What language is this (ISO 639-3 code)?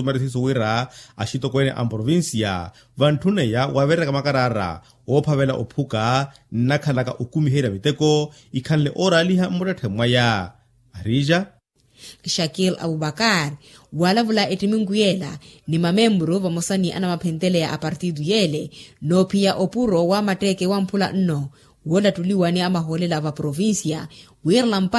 vmw